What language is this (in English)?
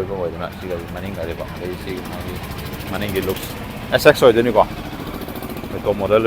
Manipuri